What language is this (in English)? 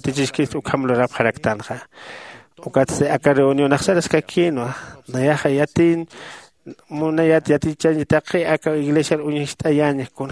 Aymara